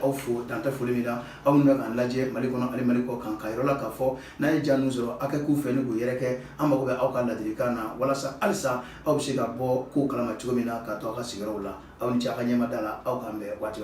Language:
Bambara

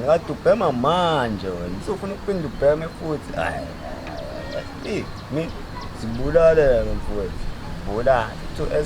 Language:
Zulu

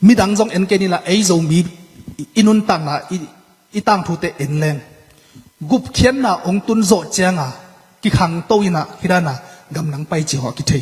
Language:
Tedim Chin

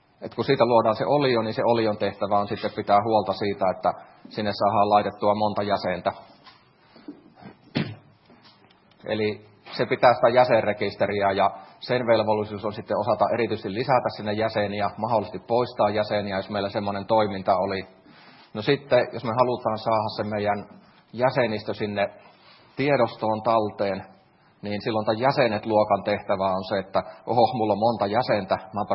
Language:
Finnish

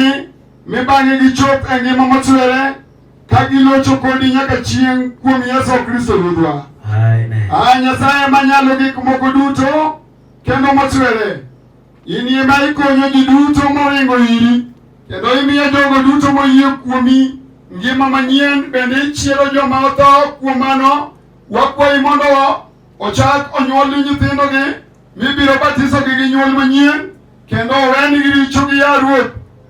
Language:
Luo (Kenya and Tanzania)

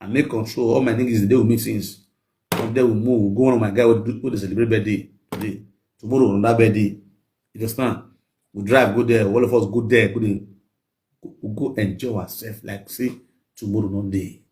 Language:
Nigerian Pidgin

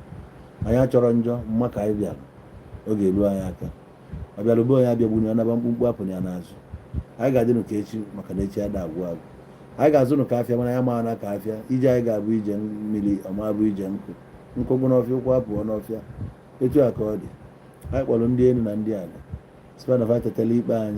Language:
Igbo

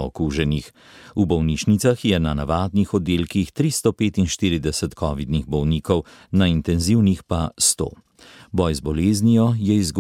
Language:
Slovenian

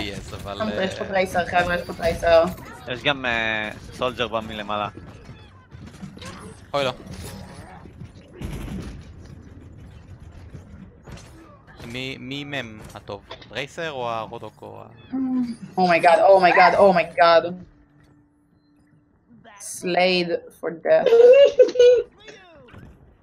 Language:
Hebrew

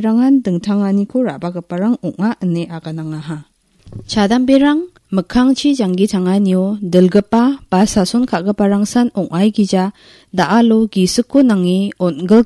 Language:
Garo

